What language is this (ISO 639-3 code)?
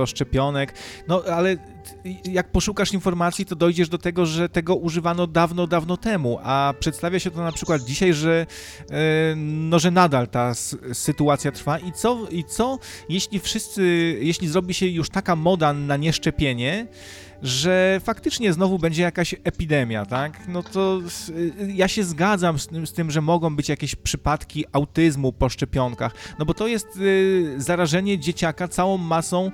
pol